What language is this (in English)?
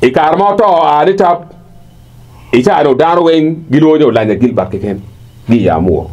Acoli